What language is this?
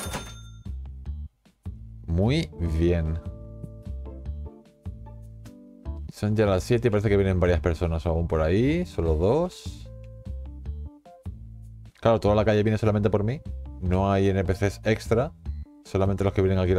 Spanish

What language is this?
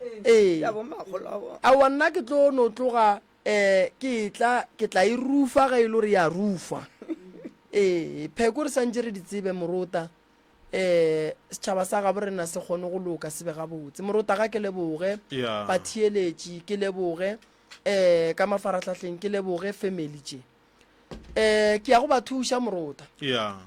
Northern Sotho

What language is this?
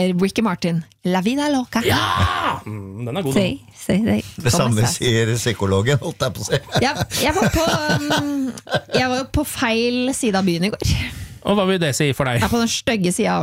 Norwegian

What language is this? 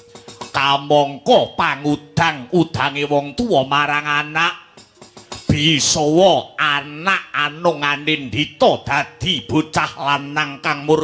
Javanese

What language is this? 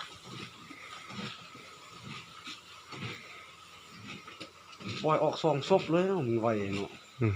Lao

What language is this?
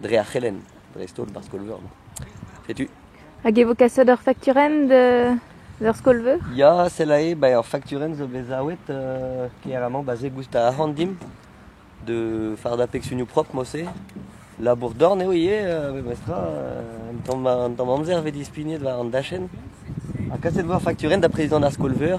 Breton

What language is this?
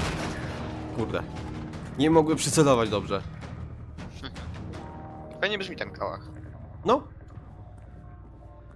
Polish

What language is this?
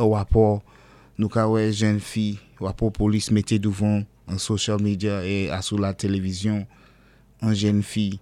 Saint Lucian Creole French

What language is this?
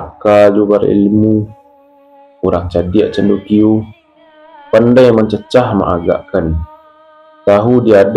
Minangkabau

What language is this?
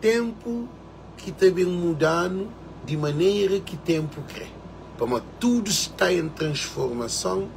Kabuverdianu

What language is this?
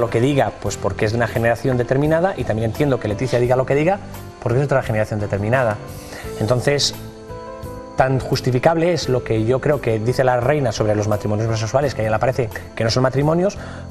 Spanish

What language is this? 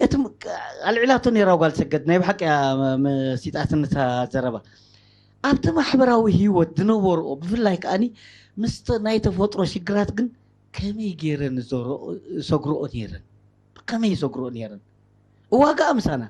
Tigrinya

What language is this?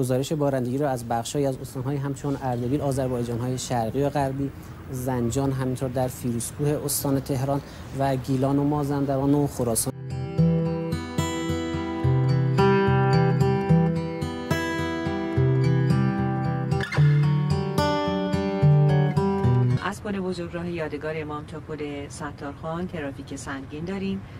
Persian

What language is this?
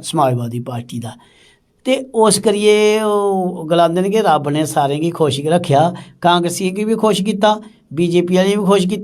Dogri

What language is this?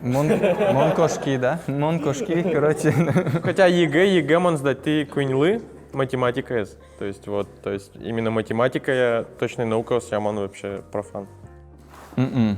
Udmurt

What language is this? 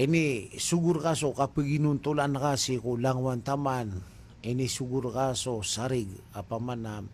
Maranao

